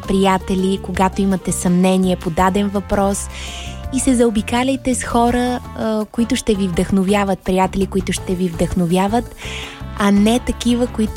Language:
Bulgarian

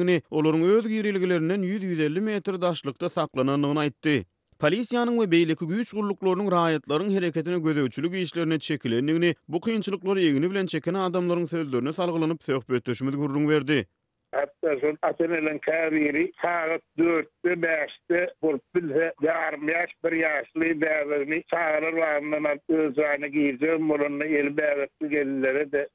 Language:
Turkmen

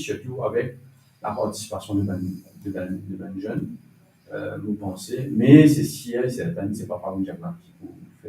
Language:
Morisyen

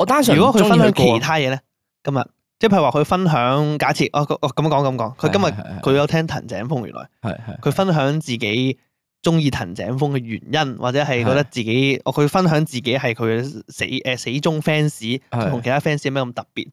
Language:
Cantonese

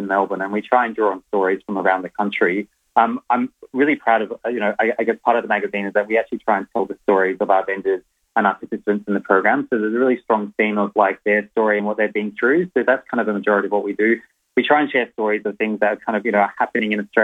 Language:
English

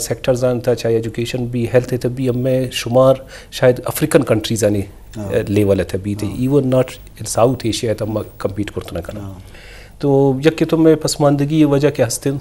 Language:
Eastern Balochi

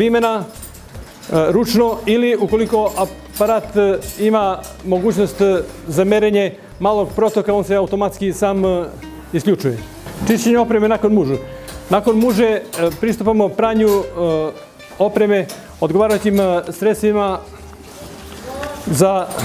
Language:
Serbian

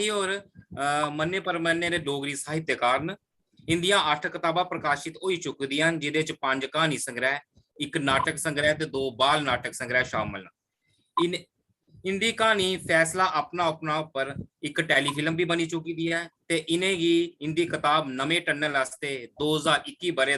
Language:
Dogri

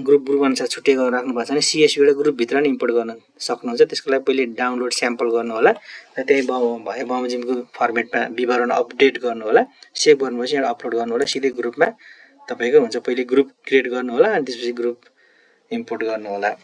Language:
Nepali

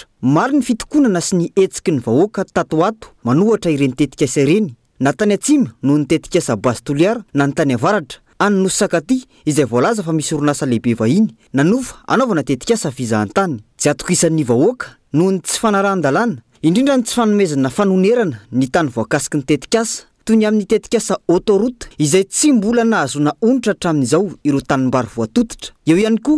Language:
Malagasy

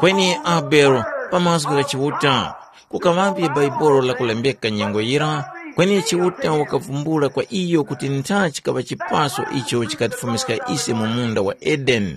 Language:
Tumbuka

